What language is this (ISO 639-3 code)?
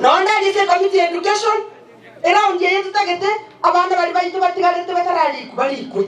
guz